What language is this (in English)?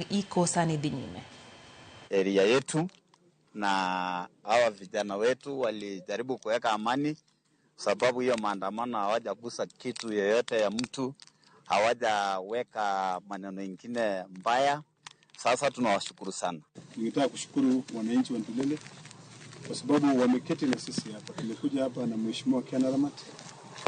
Luo (Kenya and Tanzania)